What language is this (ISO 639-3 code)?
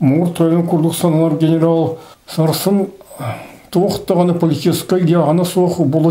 sah